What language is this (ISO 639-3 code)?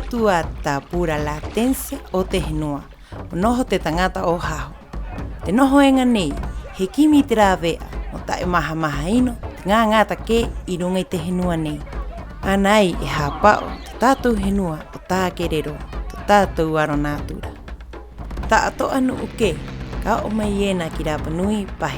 rap